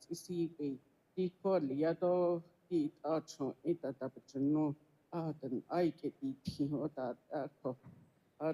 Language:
Navajo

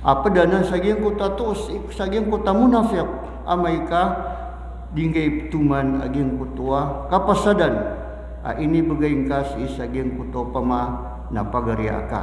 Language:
Maranao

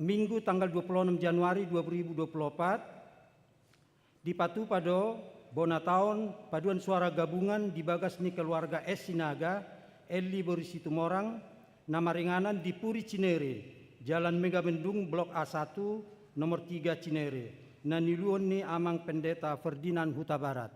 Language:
Batak Toba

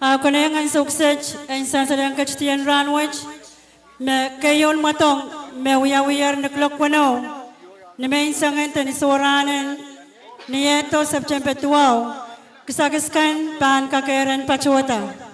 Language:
Pohnpeian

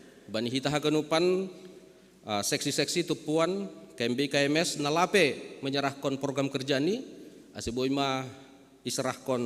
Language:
Batak Simalungun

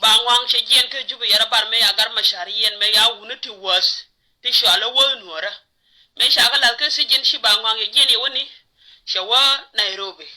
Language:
Nuer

